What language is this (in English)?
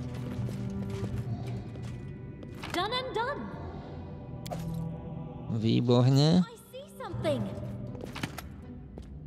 Slovak